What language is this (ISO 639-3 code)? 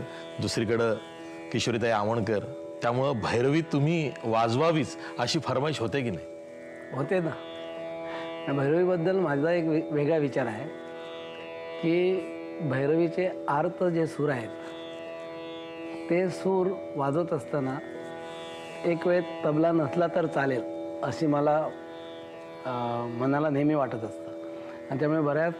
mar